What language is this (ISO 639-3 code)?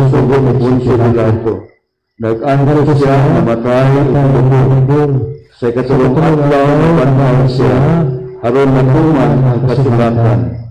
ceb